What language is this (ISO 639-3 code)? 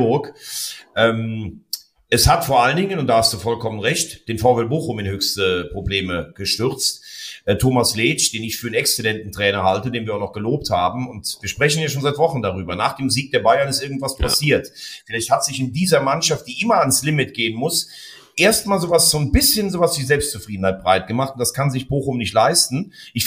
deu